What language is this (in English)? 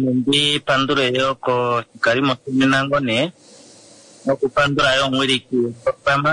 Kuanyama